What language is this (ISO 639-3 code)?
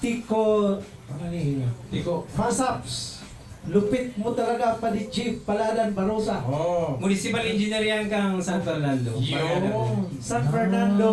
bik